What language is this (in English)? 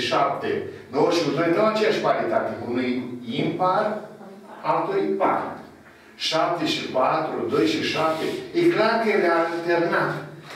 Romanian